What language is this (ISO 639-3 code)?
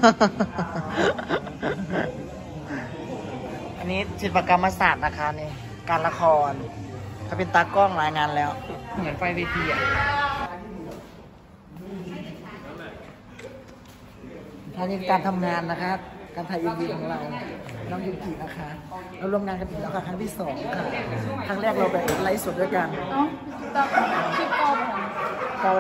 tha